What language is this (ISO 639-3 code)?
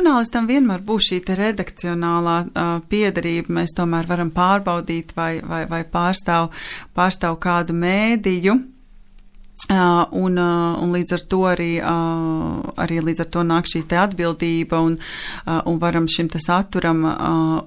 lav